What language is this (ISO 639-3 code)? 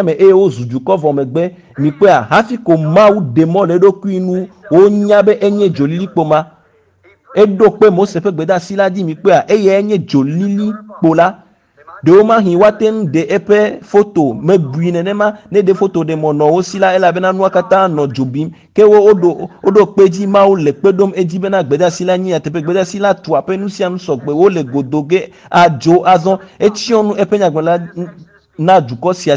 ewe